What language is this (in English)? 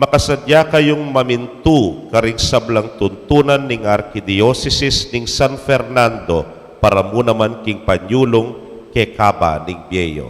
Pampanga